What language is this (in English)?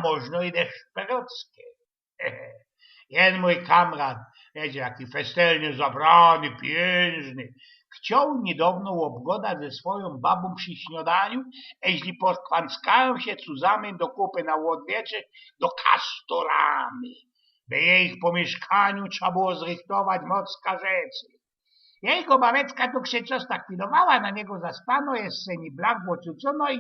Silesian